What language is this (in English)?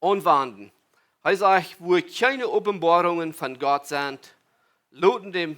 Plautdietsch